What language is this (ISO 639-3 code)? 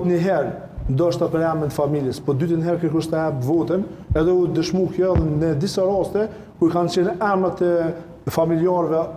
sqi